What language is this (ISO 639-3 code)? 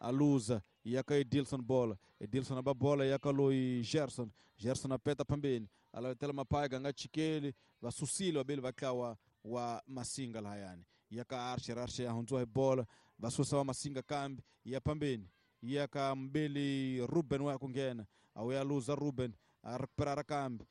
tso